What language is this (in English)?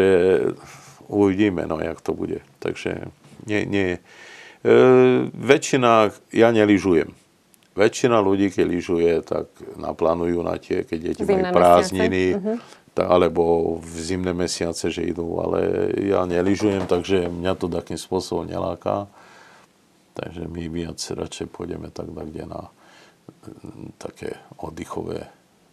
Slovak